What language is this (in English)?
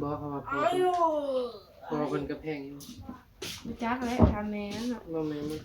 Northeastern Thai